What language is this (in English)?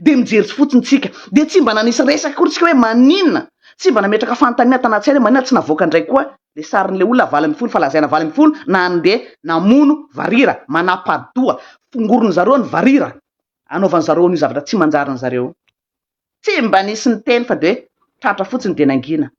Malagasy